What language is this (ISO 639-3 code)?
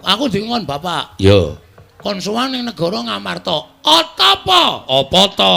jav